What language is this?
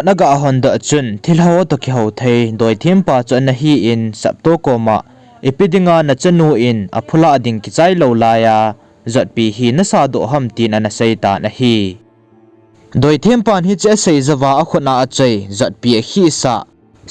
Thado Chin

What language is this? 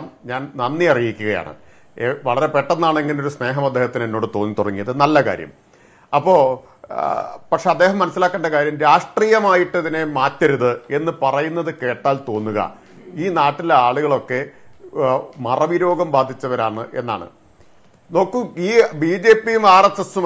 Malayalam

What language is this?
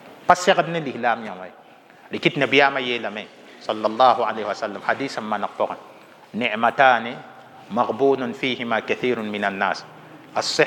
Mossi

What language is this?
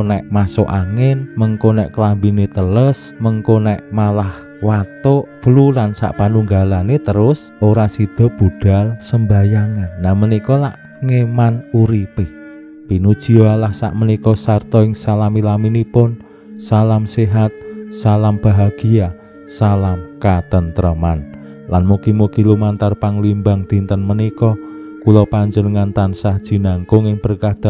Javanese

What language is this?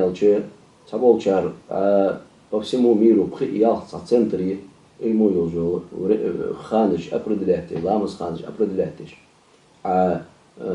Ingush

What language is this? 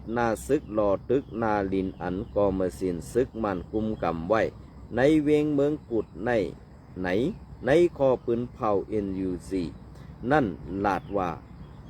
Shan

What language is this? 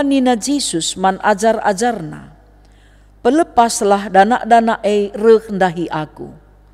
Batak Karo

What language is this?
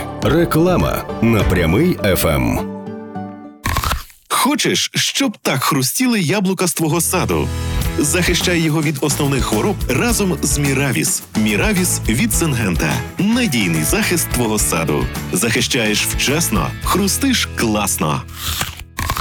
Ukrainian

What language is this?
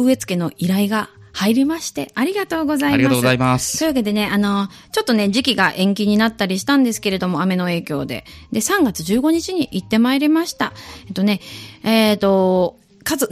Japanese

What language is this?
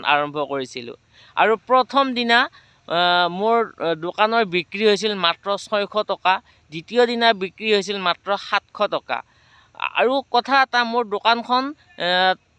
Assamese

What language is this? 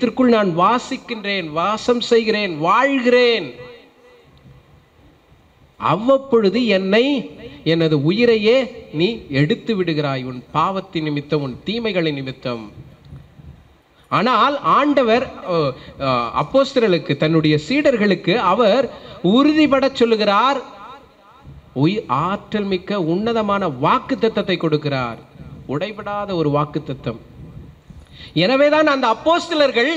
Tamil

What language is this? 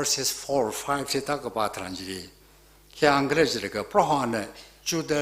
Tangkhul Naga (India)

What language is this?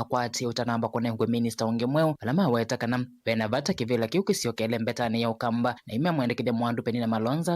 Kamba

